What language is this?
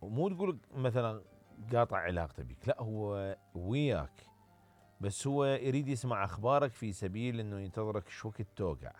Mesopotamian Arabic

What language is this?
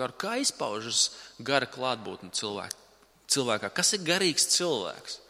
Latvian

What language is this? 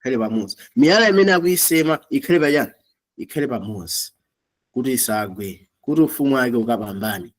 Nyanja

